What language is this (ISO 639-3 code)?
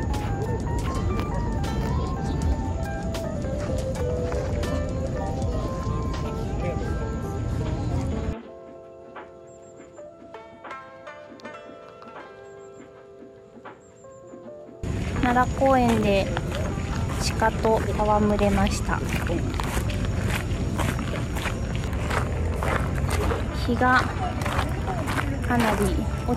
jpn